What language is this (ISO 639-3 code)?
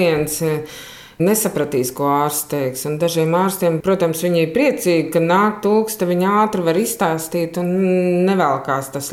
lav